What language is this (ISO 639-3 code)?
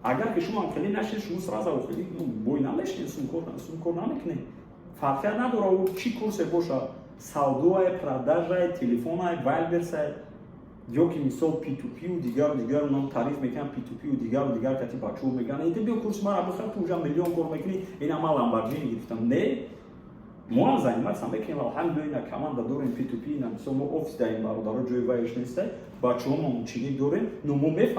tgk